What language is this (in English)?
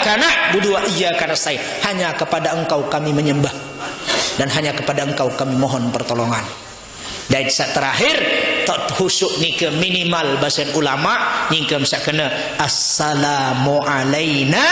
Sasak